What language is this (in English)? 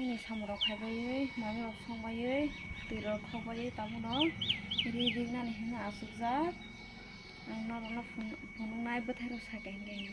Kok Borok